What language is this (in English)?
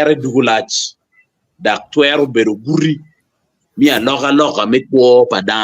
Acoli